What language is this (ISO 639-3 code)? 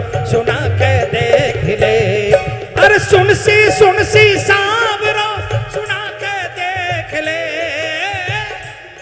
hin